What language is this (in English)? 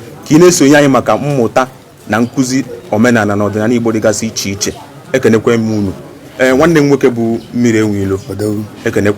Igbo